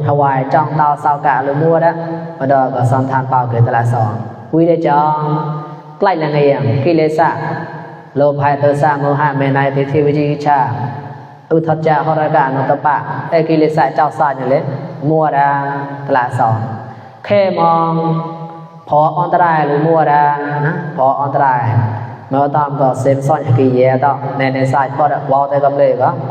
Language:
Mon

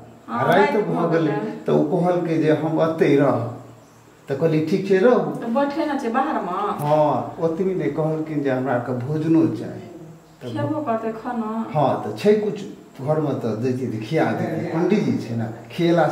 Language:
Maithili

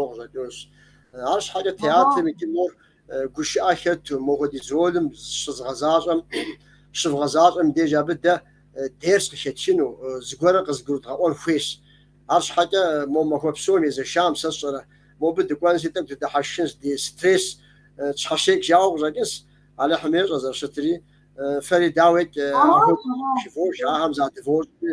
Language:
Kabardian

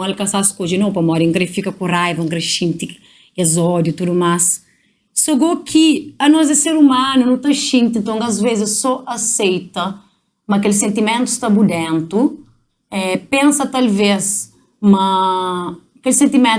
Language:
Kabuverdianu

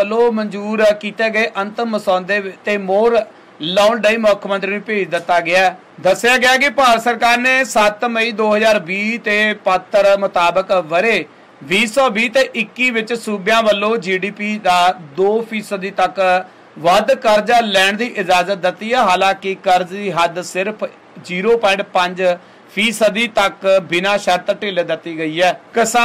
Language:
Punjabi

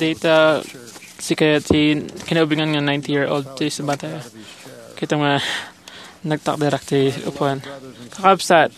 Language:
Iloko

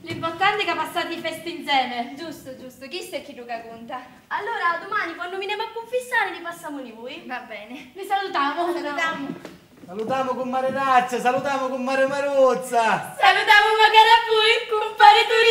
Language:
Sicilian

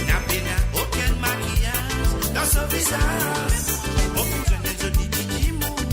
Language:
Morisyen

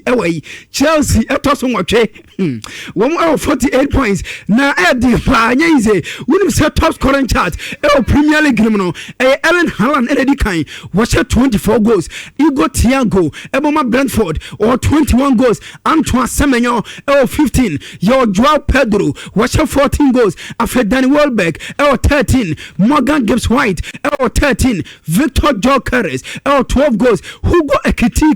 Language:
Akan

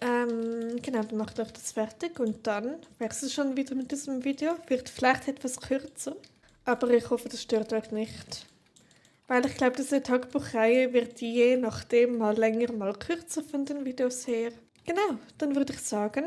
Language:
Swiss German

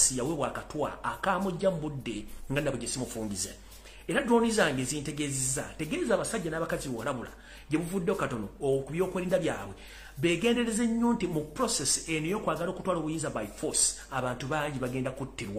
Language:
Ganda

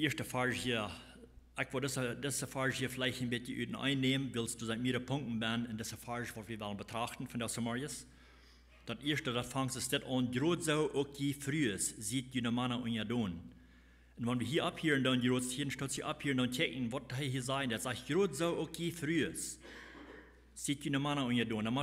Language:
Plautdietsch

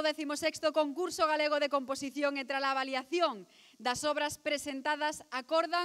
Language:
Galician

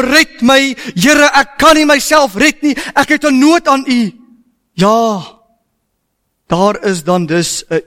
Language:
Afrikaans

